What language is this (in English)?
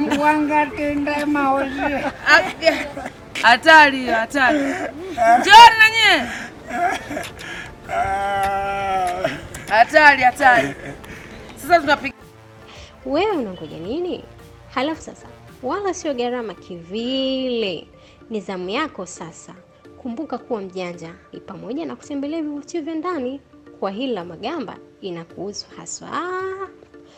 Swahili